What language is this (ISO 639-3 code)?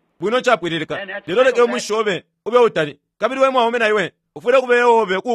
bem